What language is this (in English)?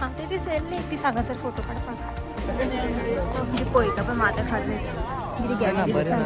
Konkani